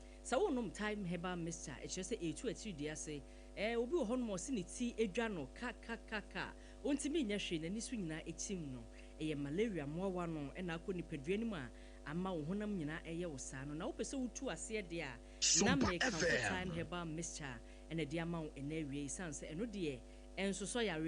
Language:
Akan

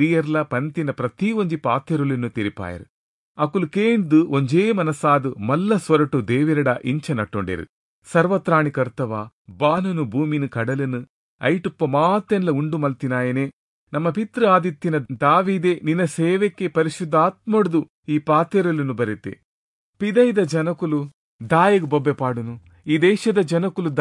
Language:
Tulu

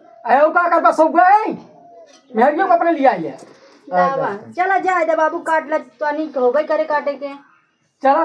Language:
Awadhi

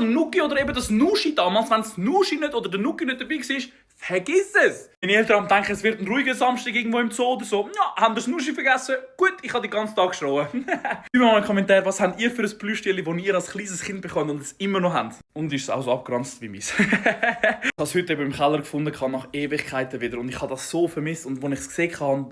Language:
Swiss German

